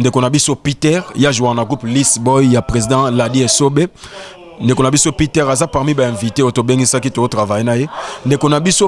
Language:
Lingala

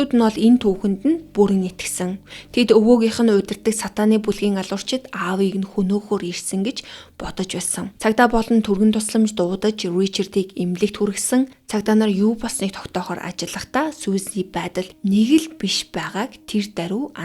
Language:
Mongolian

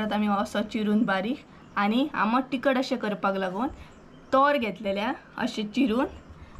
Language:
Konkani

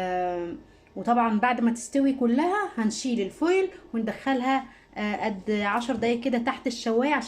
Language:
Egyptian Arabic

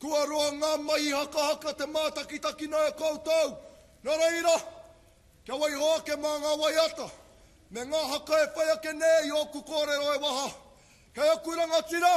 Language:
Māori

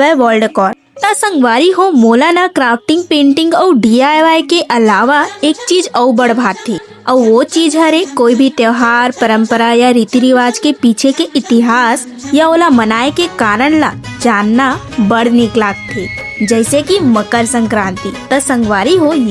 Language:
Chhattisgarhi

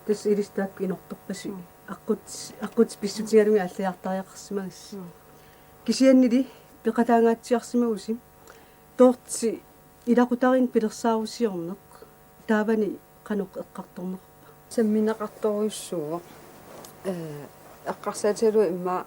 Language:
Kalaallisut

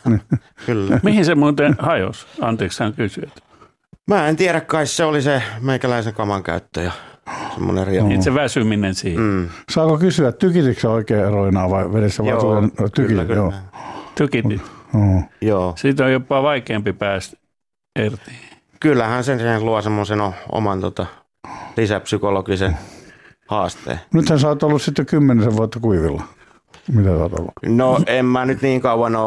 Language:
Finnish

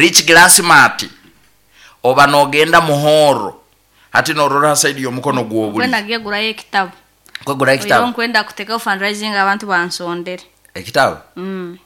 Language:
Nyoro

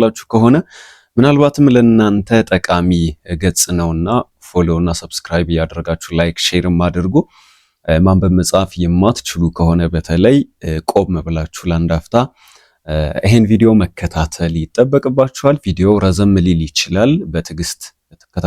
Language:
Amharic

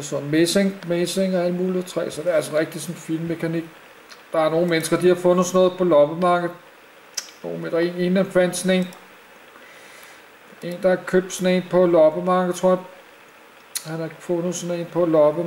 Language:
Danish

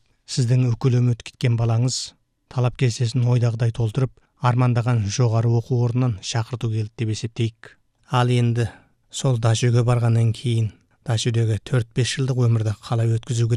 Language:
Kazakh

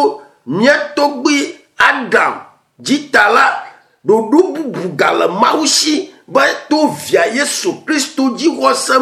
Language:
Ewe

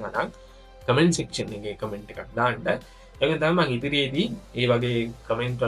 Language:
Sinhala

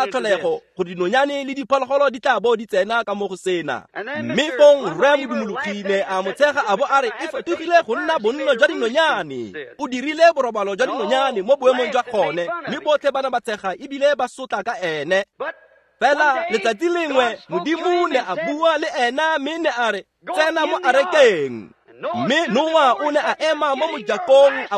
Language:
Tswana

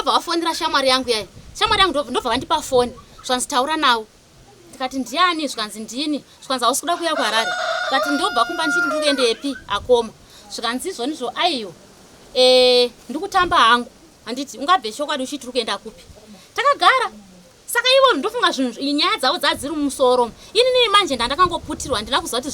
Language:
Shona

